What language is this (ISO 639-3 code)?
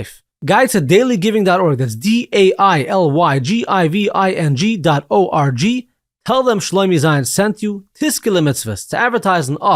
yid